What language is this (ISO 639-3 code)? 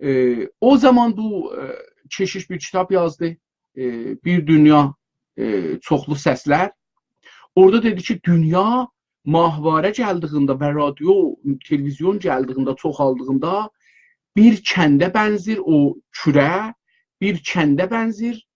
azb